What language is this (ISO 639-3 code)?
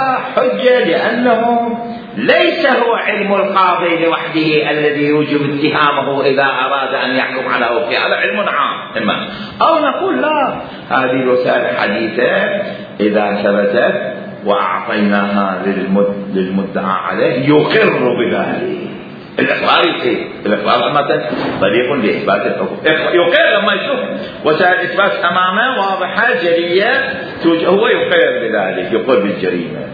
acm